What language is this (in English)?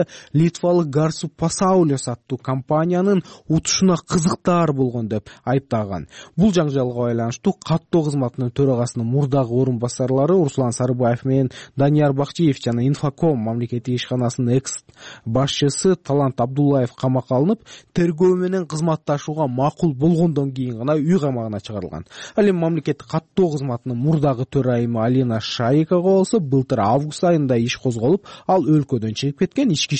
Kyrgyz